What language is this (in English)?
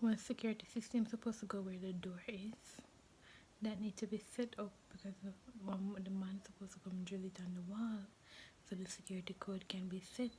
Jamaican Creole English